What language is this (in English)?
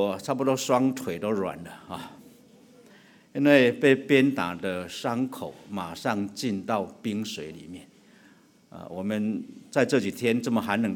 Chinese